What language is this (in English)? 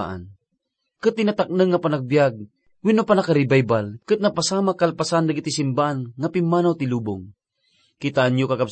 Iloko